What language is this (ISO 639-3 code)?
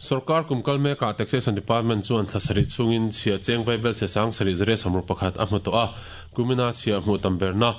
lus